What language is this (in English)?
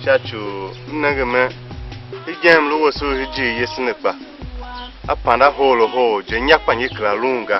Tiv